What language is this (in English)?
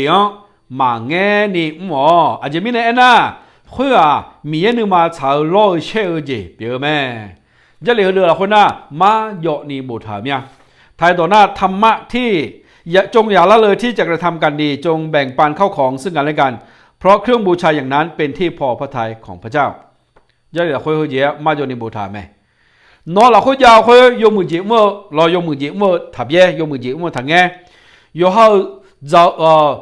Akha